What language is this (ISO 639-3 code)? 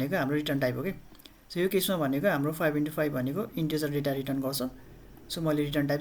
nep